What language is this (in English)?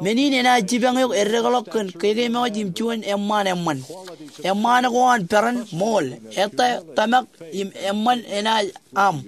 Marshallese